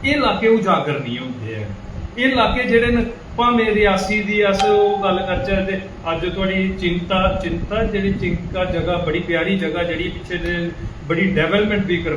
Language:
Dogri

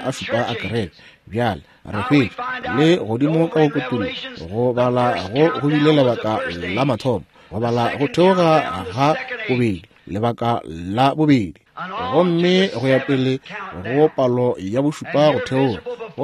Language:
Northern Sotho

